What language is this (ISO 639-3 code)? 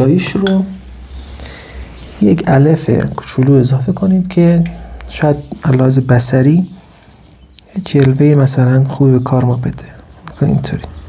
fas